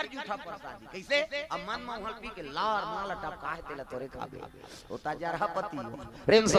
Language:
Chhattisgarhi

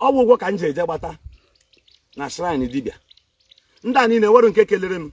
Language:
Igbo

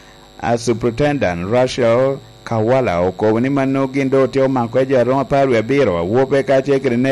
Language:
Lango (Uganda)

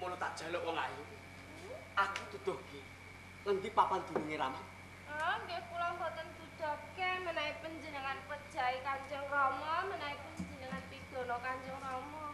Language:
Javanese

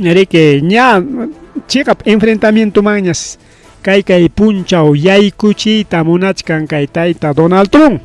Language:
Ayacucho Quechua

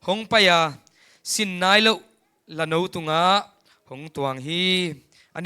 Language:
Tedim Chin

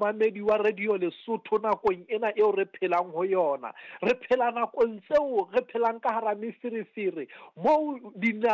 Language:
Southern Sotho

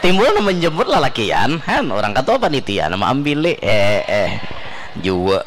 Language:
Banjar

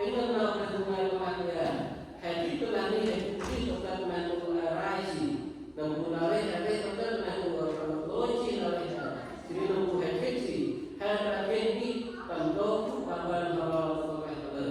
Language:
Central Mnong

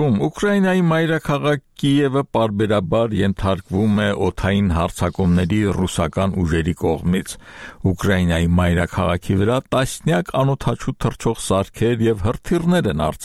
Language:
Armenian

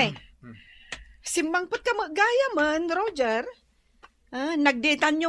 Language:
Iloko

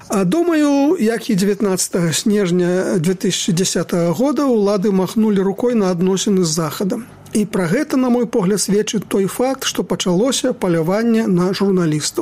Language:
Belarusian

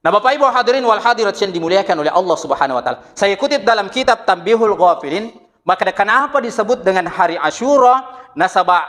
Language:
Buginese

